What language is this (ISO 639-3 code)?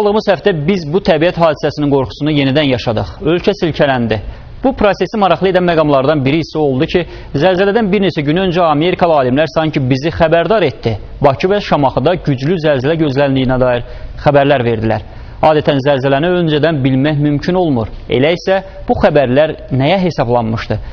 aze